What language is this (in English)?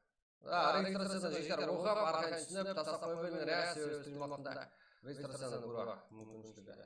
Kara-Kalpak